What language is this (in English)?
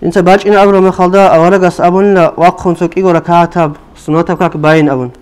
Avaric